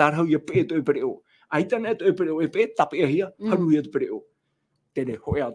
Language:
Tahitian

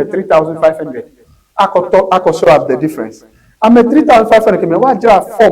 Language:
Ewe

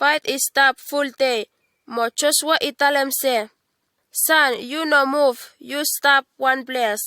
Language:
Bislama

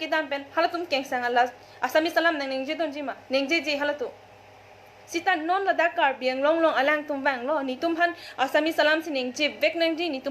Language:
Karbi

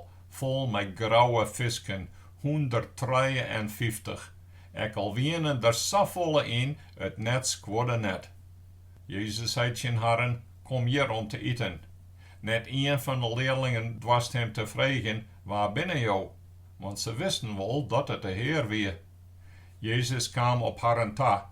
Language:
Western Frisian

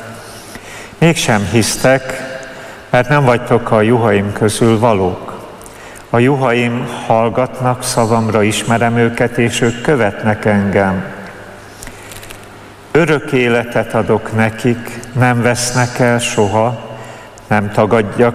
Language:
Hungarian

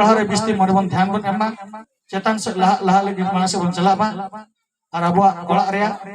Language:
Santali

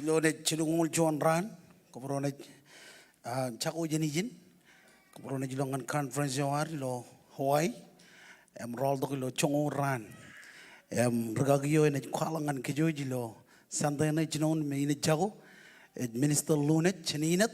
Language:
Marshallese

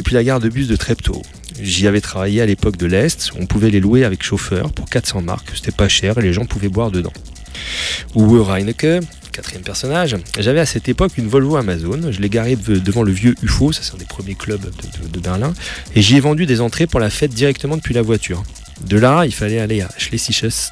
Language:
French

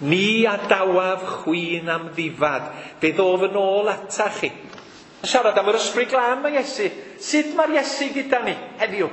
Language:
Welsh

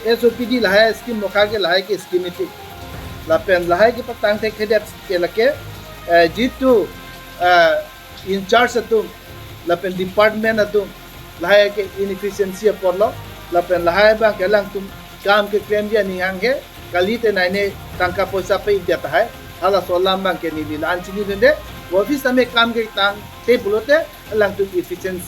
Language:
Karbi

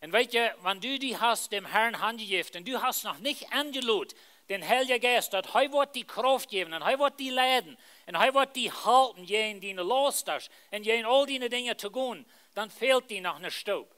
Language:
Plautdietsch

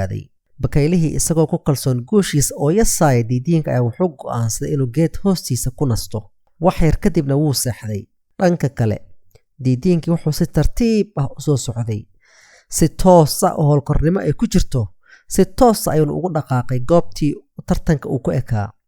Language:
Somali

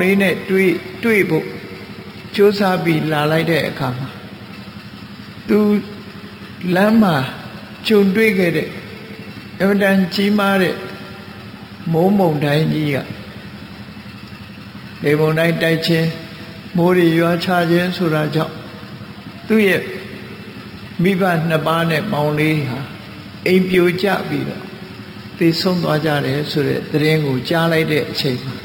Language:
Burmese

